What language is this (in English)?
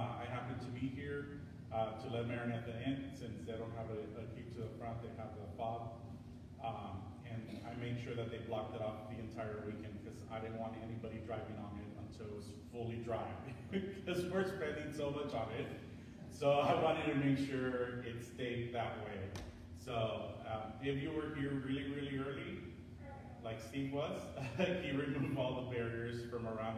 English